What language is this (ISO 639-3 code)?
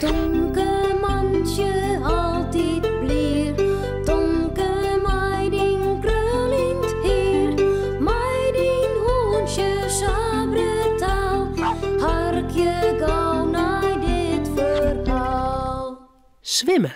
fry